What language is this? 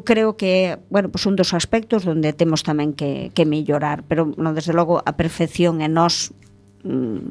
Galician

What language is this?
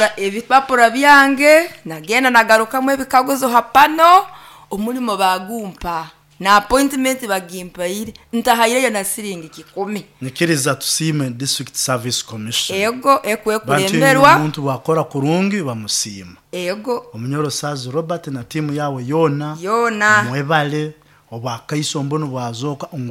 Nyoro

